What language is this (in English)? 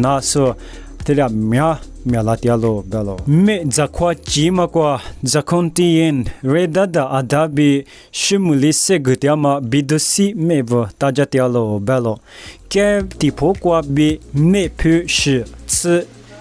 Lisu